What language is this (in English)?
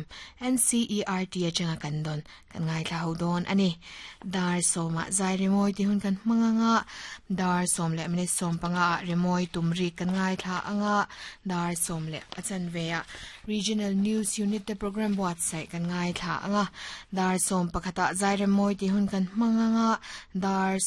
Mizo